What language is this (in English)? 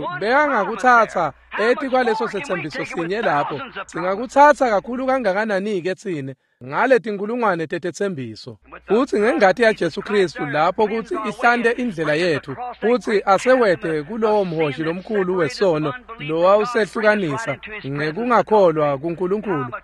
Swati